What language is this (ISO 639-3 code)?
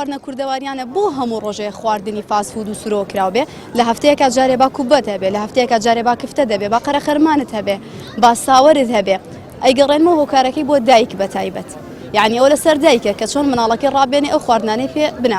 ckb